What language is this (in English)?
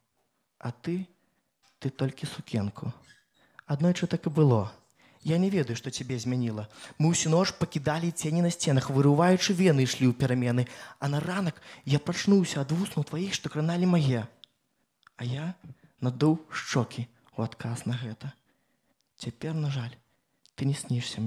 Belarusian